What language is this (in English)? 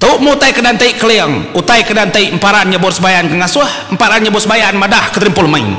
Iban